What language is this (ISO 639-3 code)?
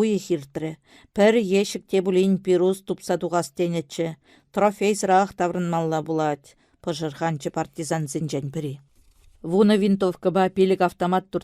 chv